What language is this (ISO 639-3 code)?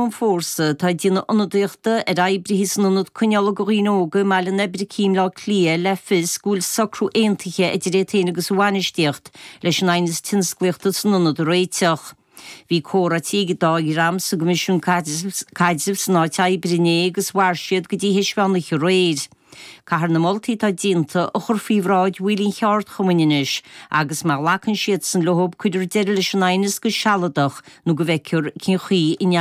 gle